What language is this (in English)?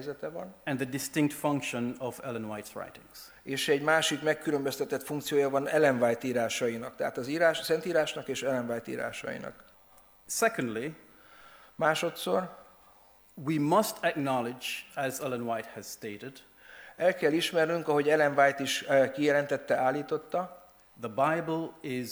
Hungarian